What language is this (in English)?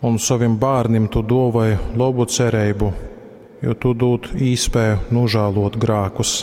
Latgalian